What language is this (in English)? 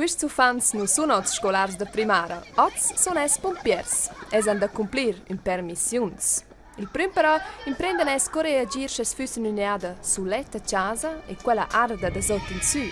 Romansh